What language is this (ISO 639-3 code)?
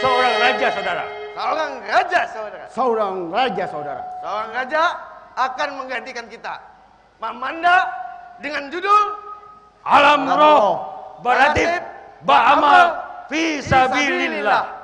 bjn